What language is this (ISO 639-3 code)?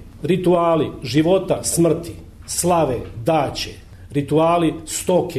srp